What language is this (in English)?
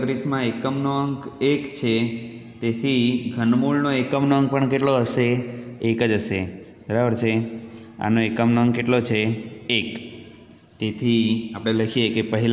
Gujarati